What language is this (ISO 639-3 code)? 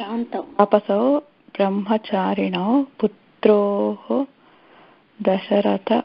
san